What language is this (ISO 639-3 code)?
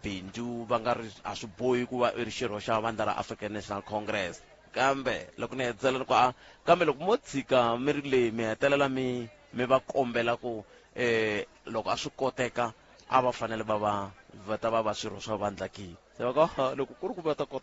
tso